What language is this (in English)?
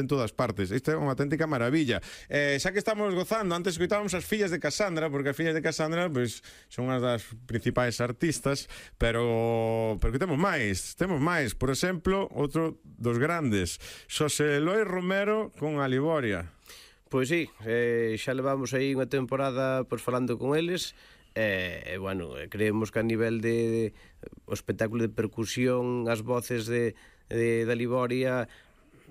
Galician